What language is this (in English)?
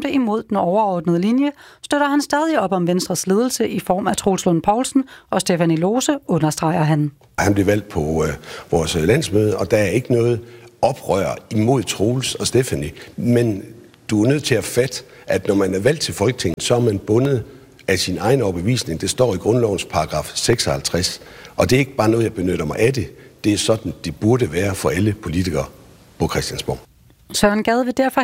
Danish